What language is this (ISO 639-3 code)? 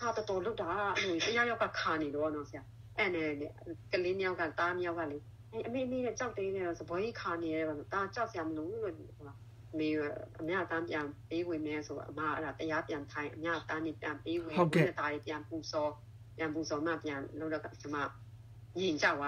mya